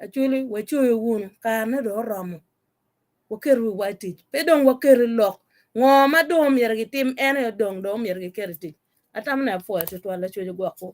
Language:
Acoli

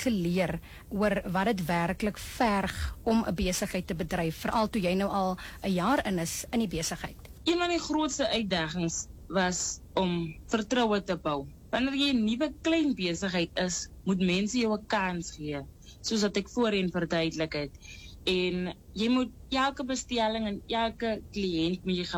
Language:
Afrikaans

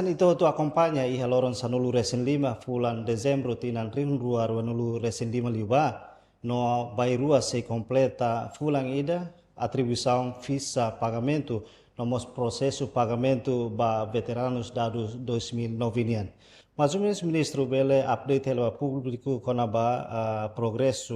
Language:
Tetum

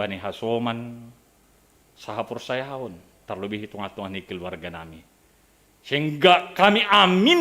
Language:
Batak Simalungun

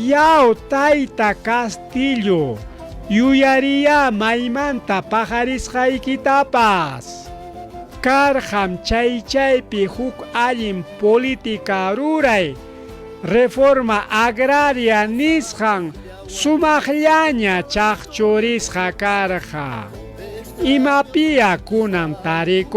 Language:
Ayacucho Quechua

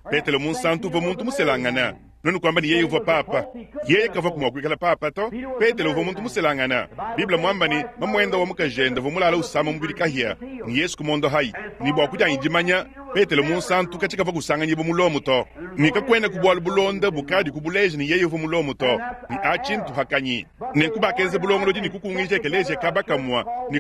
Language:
Luba-Lulua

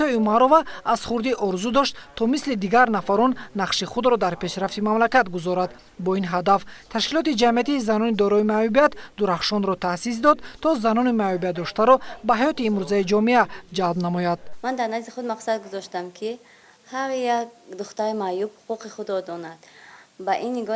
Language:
Tajik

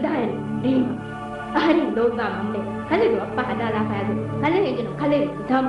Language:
Divehi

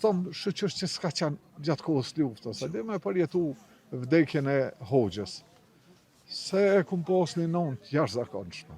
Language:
Albanian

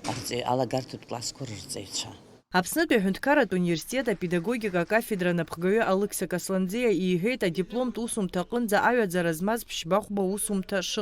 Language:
Abkhazian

